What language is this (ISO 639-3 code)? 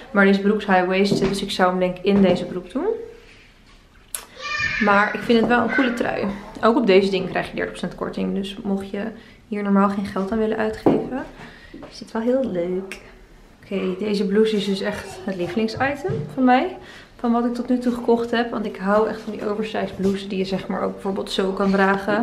nld